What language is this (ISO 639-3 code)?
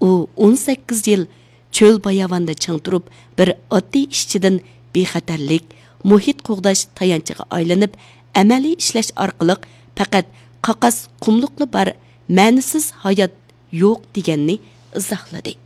uig